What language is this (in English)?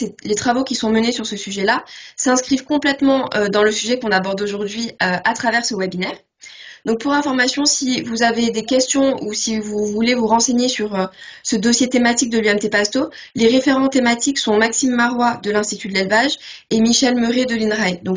French